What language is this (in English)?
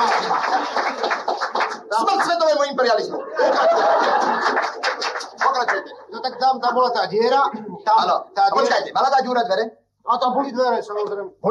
Slovak